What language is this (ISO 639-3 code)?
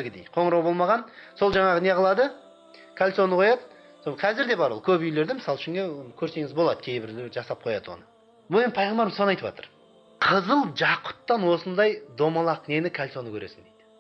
kaz